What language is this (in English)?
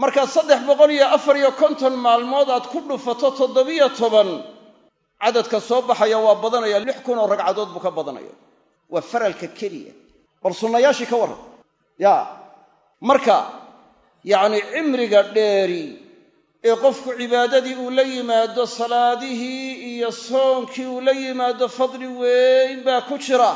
Somali